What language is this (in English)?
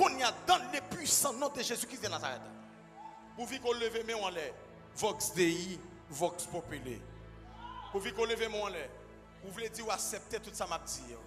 Haitian Creole